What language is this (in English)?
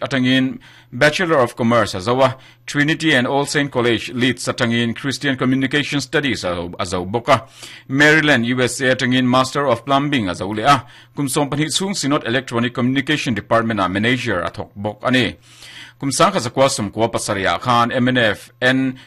Mizo